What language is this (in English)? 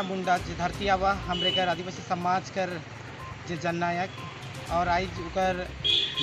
Sadri